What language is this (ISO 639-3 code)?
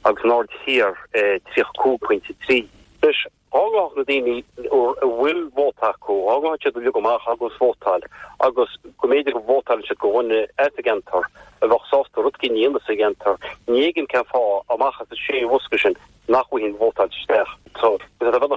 gle